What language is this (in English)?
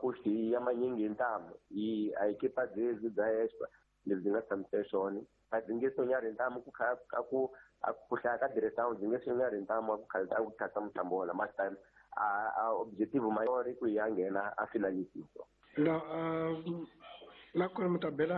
Tsonga